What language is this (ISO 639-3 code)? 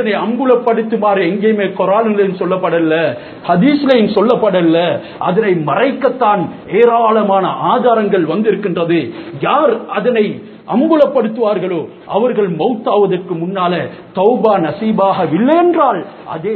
tam